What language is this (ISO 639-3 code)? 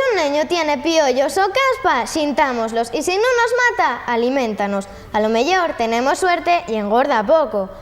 ast